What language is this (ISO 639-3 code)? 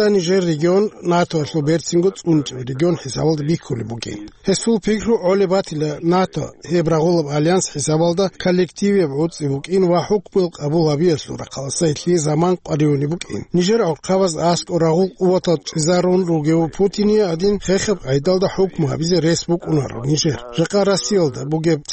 ava